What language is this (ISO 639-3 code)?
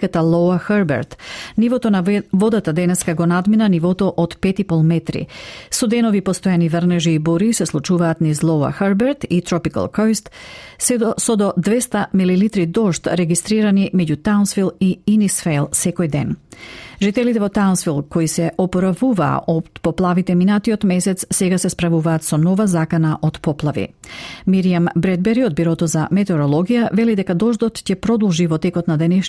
mkd